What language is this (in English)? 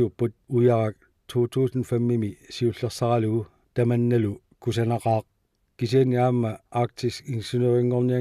Kalaallisut